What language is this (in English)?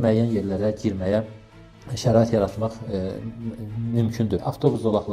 Azerbaijani